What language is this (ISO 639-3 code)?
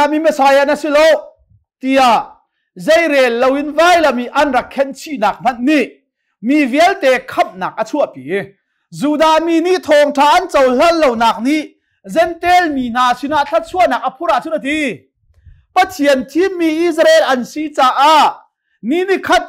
cnh